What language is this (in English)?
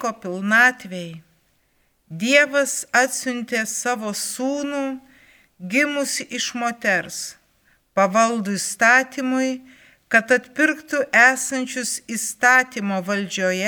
Lithuanian